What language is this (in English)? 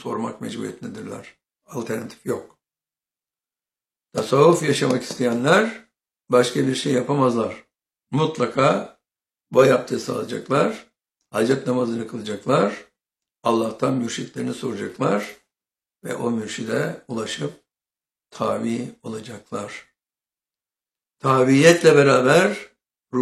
Turkish